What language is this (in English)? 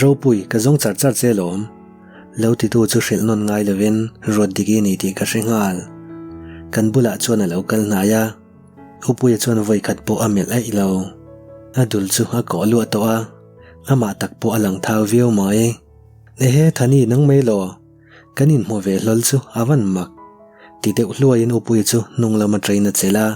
Mizo